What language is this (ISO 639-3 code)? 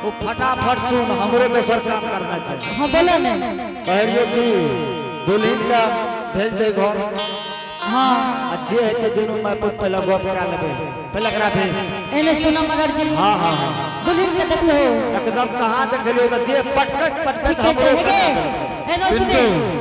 anp